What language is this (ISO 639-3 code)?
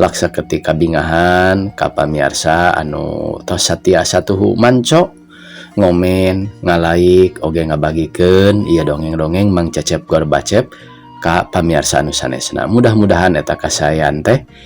sun